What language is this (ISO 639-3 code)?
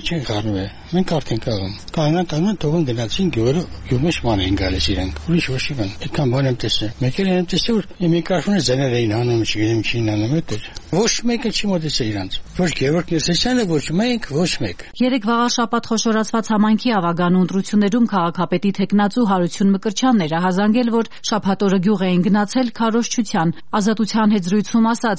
hye